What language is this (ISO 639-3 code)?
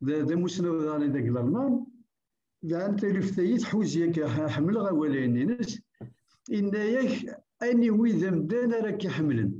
kab